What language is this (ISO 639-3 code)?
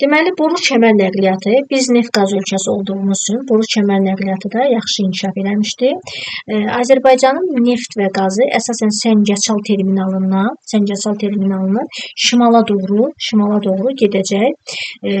aze